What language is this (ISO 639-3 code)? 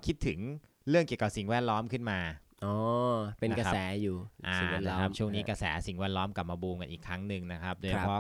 tha